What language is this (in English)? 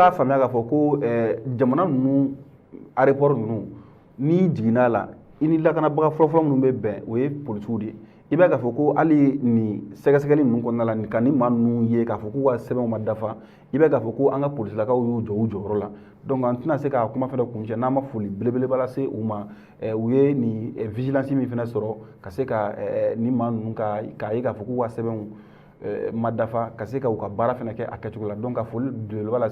Bambara